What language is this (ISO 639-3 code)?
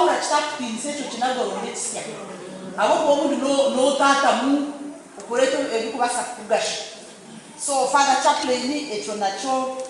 nyn